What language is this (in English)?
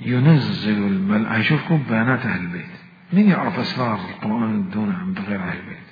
Mesopotamian Arabic